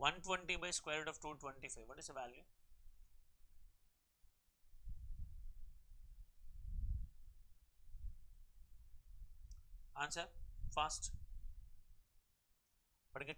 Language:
Telugu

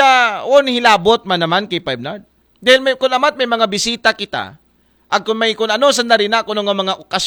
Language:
Aklanon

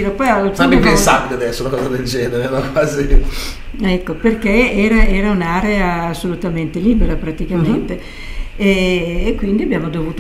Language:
Italian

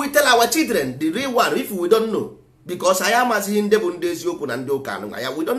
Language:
Igbo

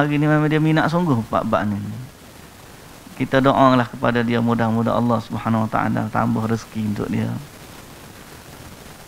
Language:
Malay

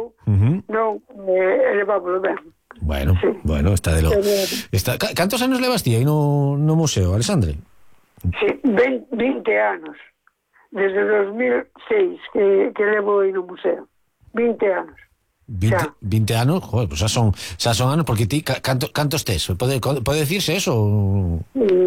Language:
Galician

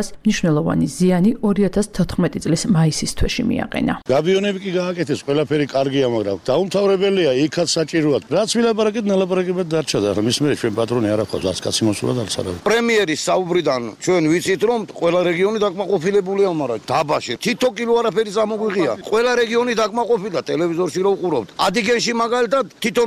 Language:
Georgian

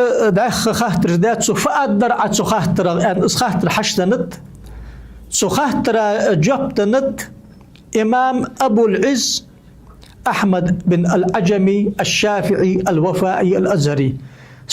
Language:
Ingush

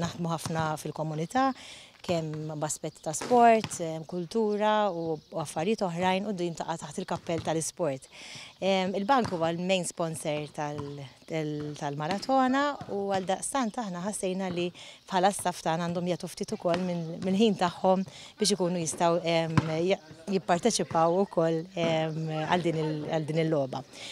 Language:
Maltese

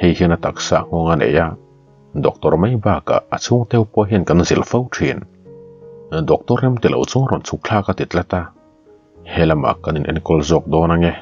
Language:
Mizo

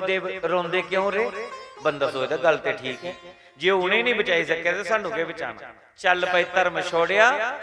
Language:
Dogri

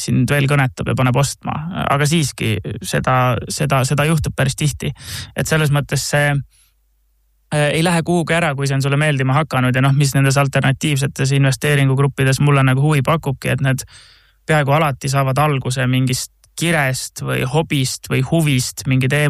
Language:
Estonian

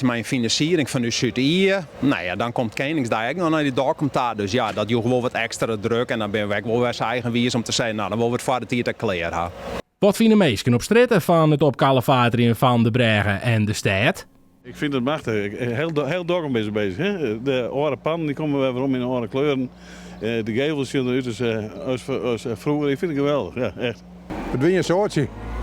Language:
Western Frisian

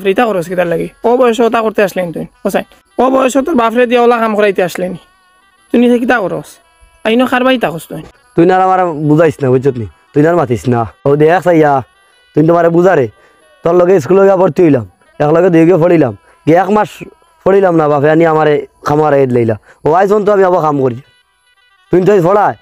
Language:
Sylheti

